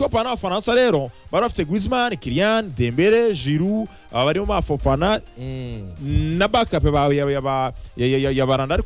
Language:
Kinyarwanda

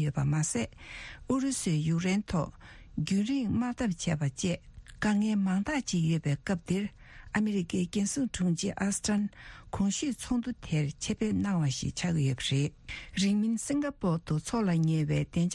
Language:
Tibetan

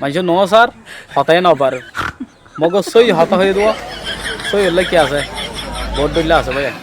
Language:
Rohingya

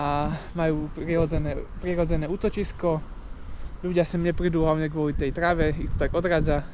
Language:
Slovak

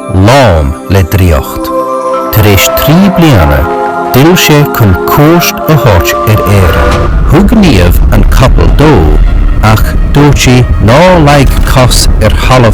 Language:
Irish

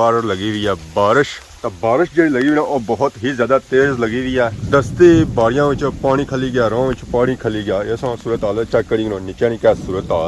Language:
Pahari-Potwari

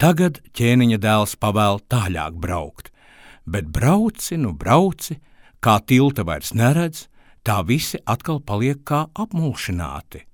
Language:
Latvian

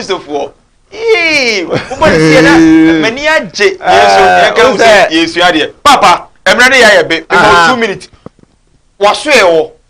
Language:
Akan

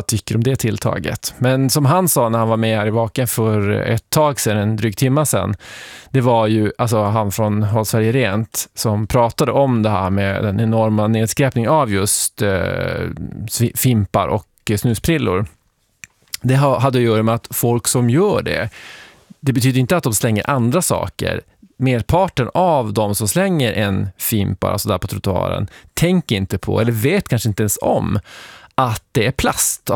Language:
Swedish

